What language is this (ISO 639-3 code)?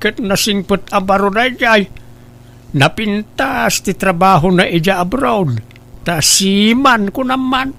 ilo